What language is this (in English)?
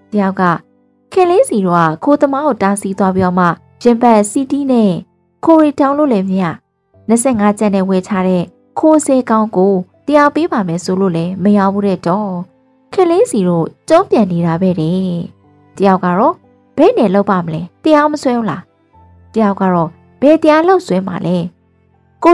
Burmese